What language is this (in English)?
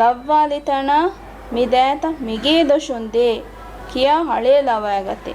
Divehi